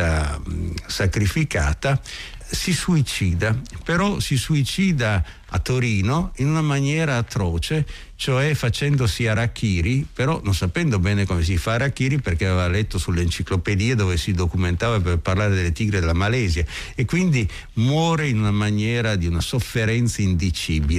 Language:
Italian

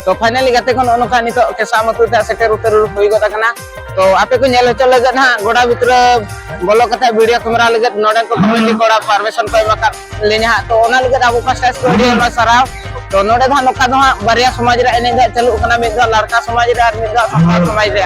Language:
Santali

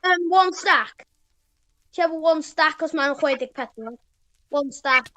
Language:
Welsh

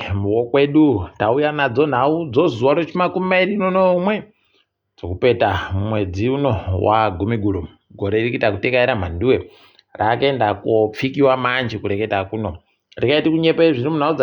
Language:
Ndau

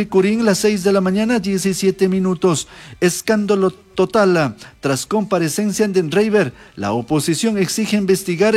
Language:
Chimborazo Highland Quichua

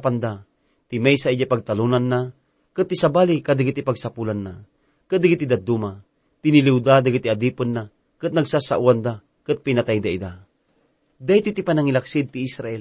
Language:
Iloko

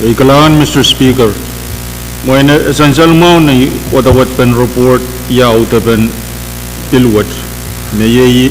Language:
Pohnpeian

